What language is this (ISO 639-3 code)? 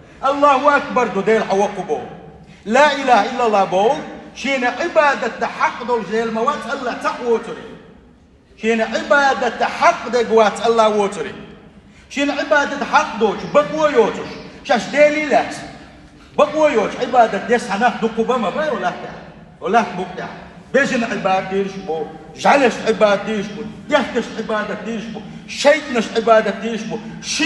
che